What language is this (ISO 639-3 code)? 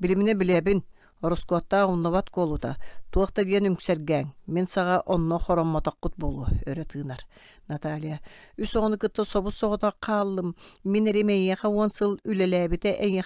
sah